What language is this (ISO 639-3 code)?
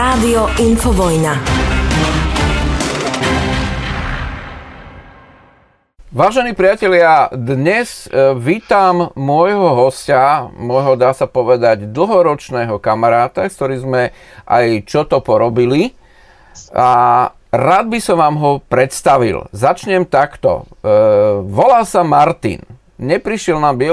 slk